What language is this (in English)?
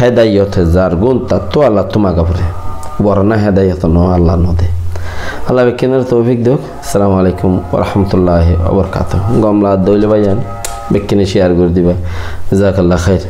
Rohingya